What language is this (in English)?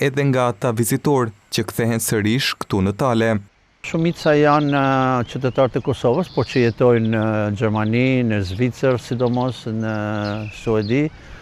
Albanian